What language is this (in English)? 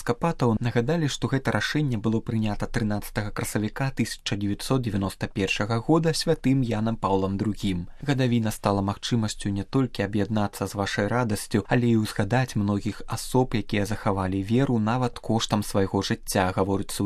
Belarusian